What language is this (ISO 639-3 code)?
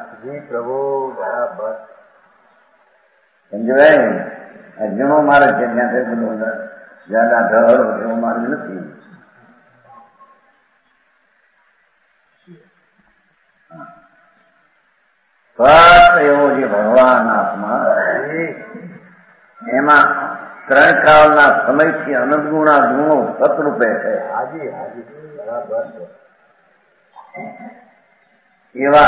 guj